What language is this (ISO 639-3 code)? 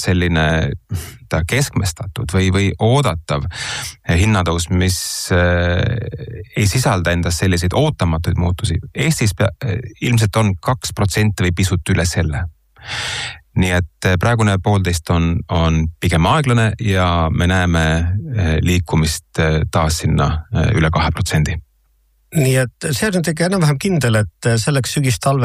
est